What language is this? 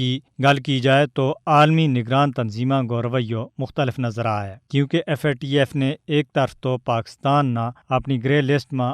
Gujari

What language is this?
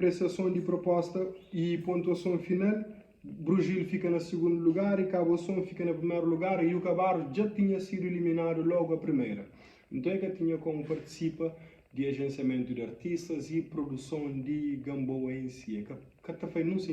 Kabuverdianu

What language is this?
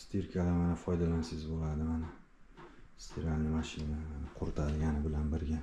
Uzbek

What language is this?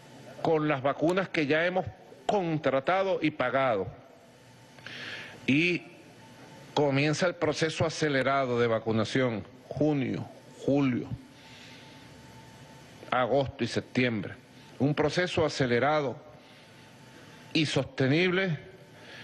Spanish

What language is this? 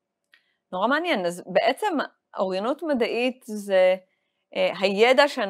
Hebrew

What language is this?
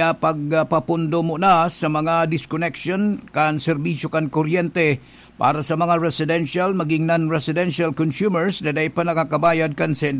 Bikol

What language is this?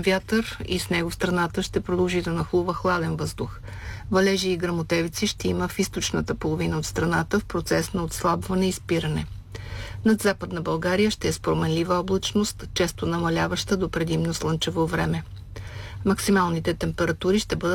Bulgarian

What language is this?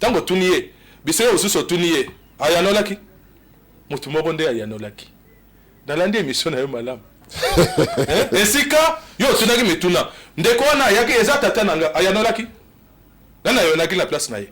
Lingala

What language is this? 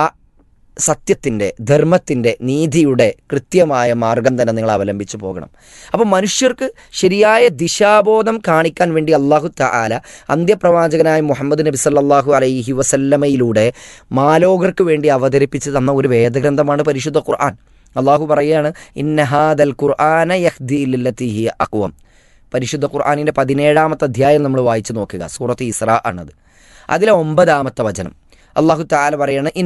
Malayalam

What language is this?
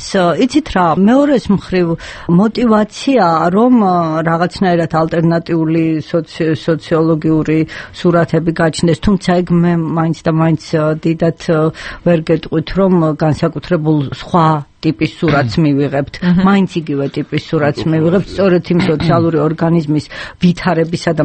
Georgian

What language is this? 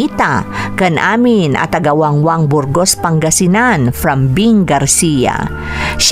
Iloko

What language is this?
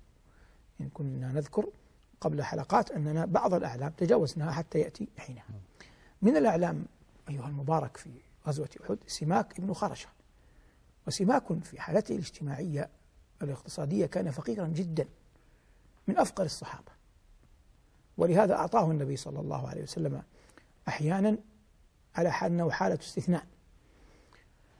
Arabic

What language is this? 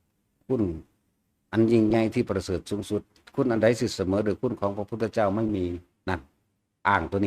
Northeastern Thai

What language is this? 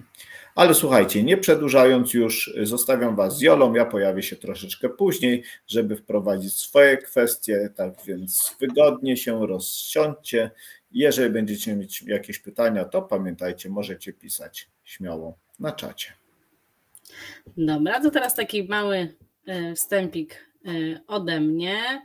Polish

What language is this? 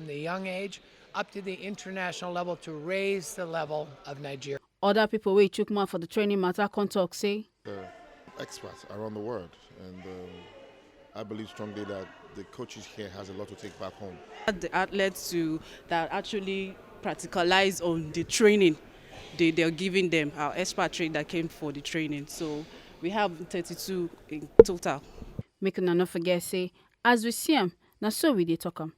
Nigerian Pidgin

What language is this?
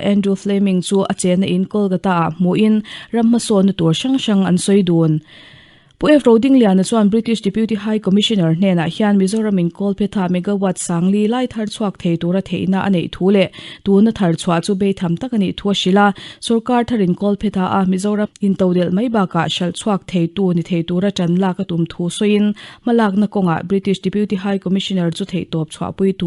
Mizo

